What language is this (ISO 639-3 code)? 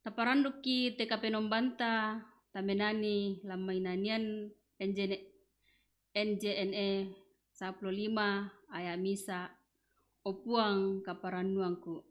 sda